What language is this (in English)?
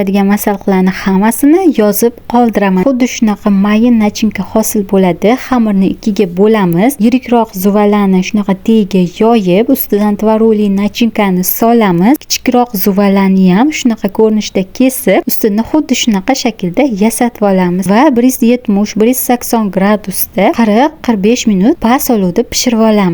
Uzbek